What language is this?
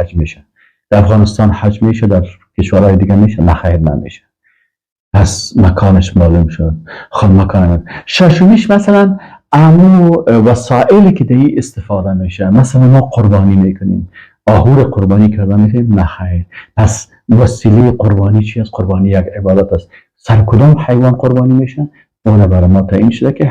Persian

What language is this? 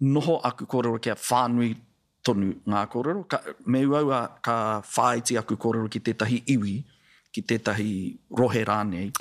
Māori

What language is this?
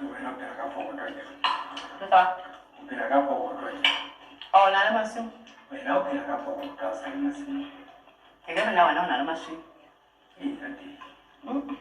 Southern Sotho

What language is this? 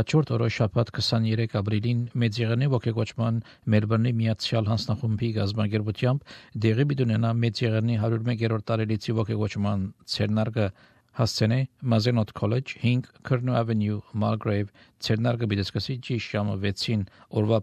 Armenian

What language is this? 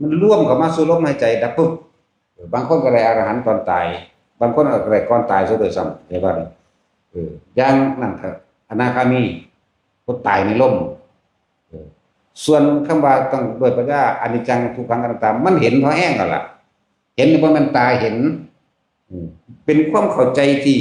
Northeastern Thai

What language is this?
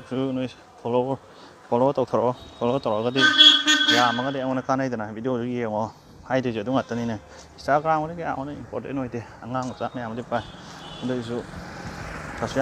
Manipuri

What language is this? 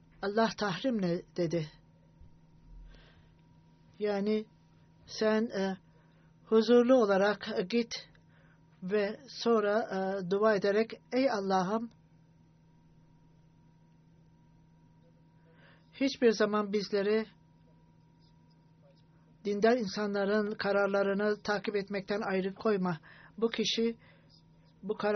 Turkish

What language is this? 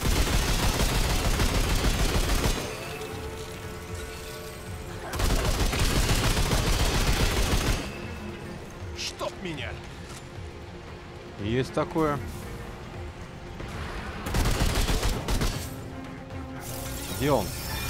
Russian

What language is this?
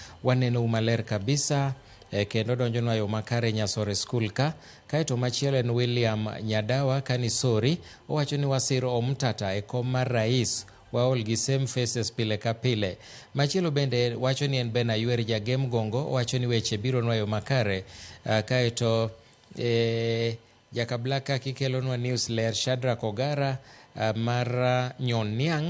Luo (Kenya and Tanzania)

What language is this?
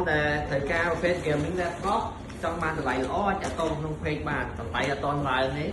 Khmer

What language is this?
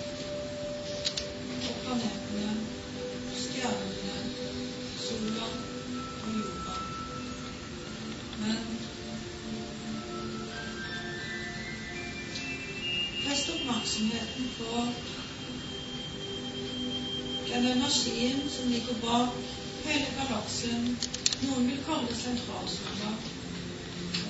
Norwegian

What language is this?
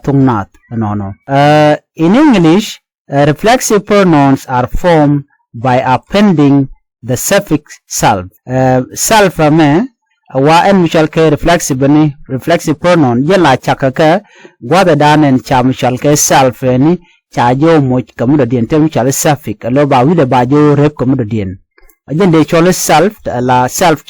Nuer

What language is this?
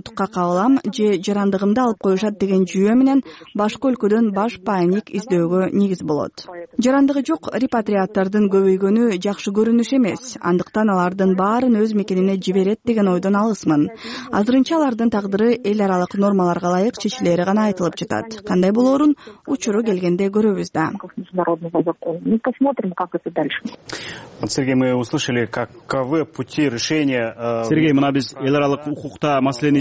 Kyrgyz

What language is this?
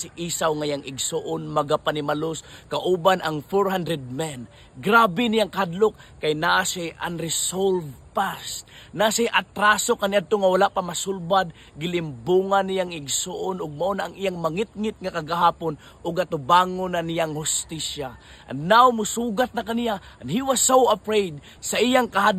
Cebuano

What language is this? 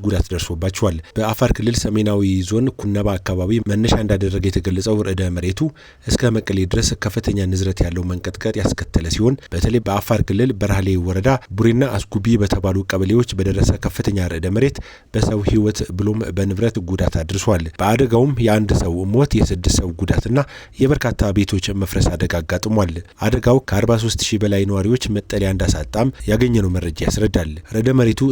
Amharic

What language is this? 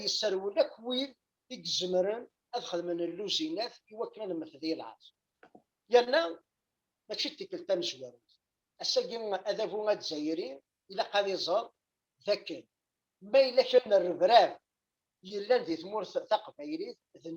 Kabyle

